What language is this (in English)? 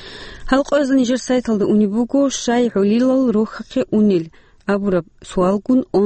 Avaric